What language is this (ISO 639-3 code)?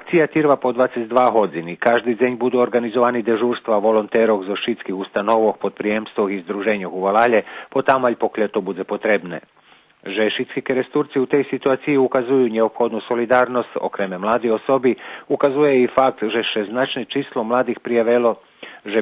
rue